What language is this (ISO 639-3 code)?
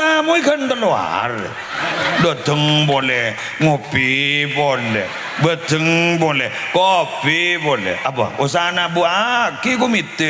mad